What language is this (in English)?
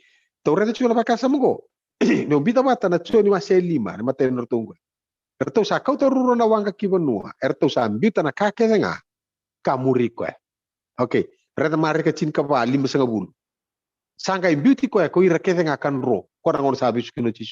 Fijian